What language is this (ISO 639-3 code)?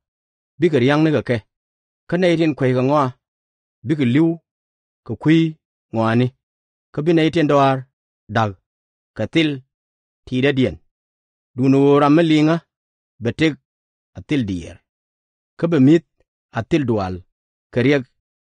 nus